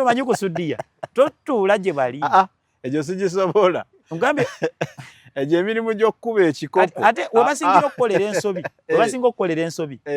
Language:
Ganda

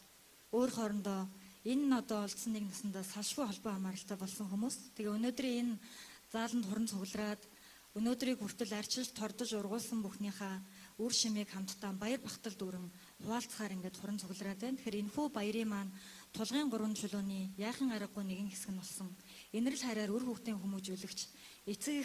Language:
Mongolian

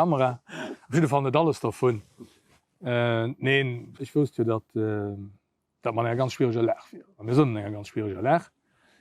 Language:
Luxembourgish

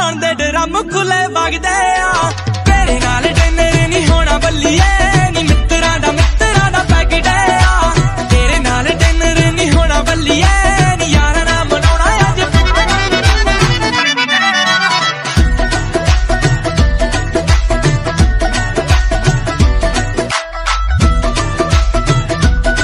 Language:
Punjabi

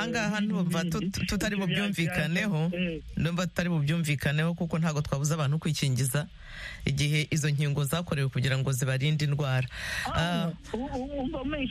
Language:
Kinyarwanda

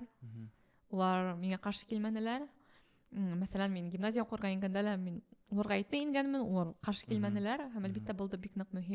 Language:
Bashkir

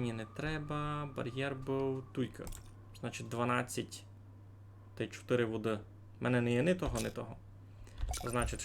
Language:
Rusyn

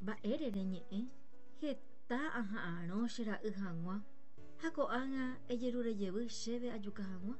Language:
Guarani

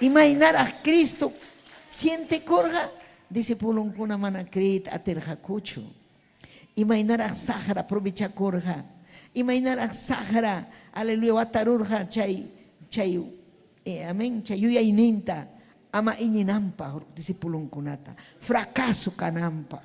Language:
Ayacucho Quechua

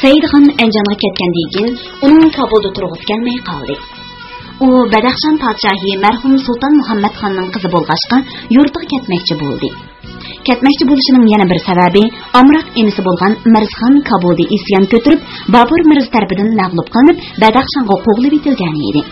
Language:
Uyghur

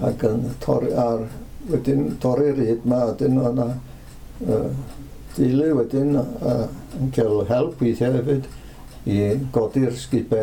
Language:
Welsh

